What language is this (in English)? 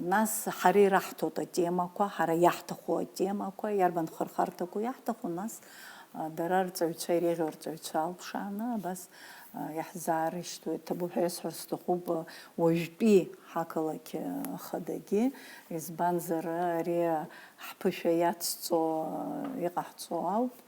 Abkhazian